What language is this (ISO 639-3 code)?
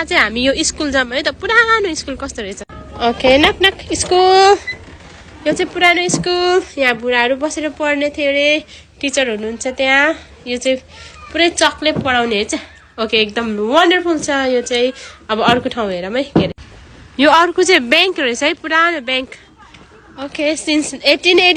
nep